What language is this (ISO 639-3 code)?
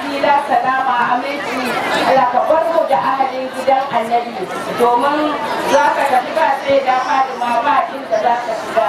hau